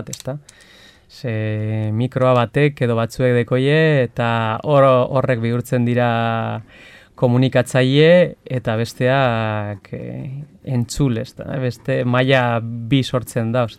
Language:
Basque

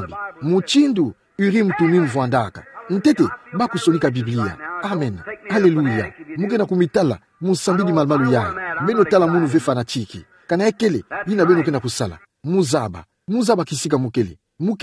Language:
Kituba (Democratic Republic of Congo)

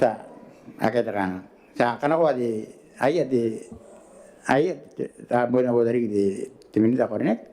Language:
Gilbertese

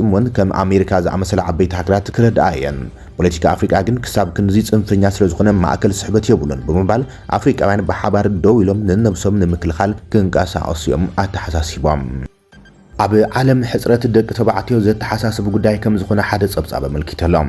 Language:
Tigrinya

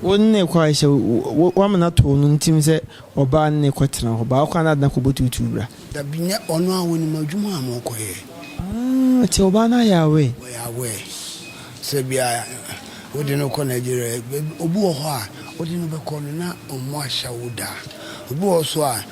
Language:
Akan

